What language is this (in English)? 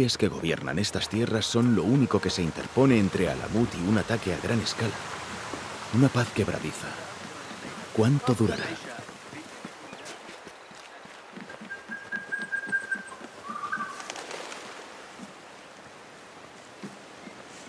Spanish